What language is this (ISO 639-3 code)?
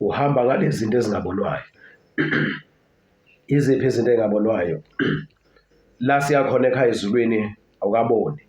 zul